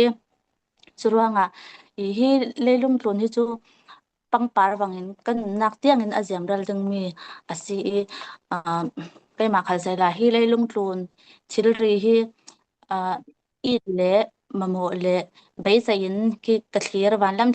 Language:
Falam Chin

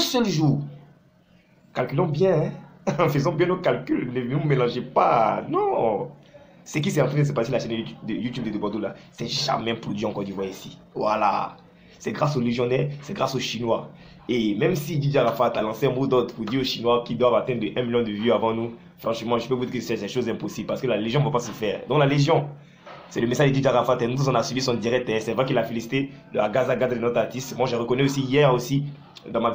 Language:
French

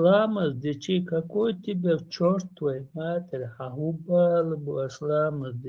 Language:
Chechen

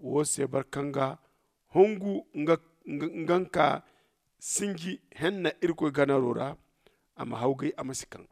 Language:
Zarma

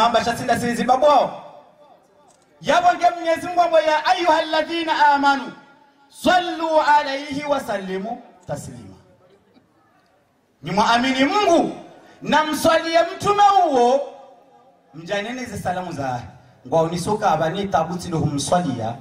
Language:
Swahili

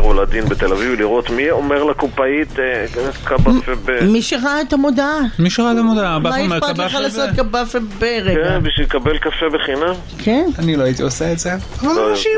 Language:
Hebrew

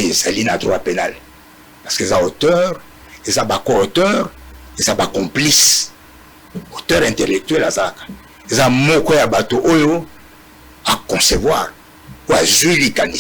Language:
Lingala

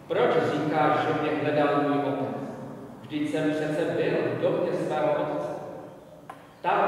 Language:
Czech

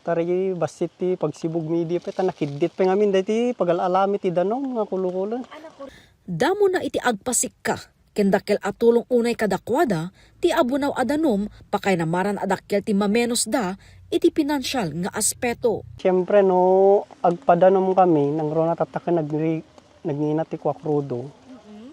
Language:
Iloko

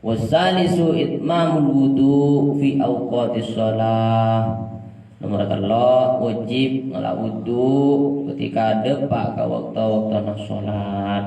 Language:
Madurese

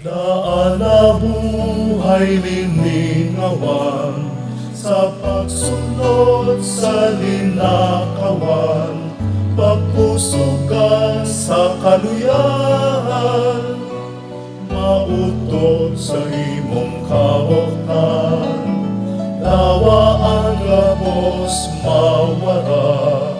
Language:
Bikol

